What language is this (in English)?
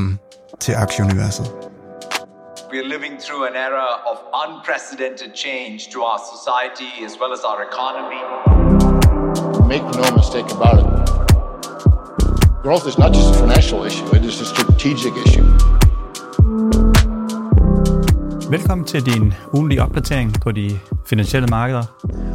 Danish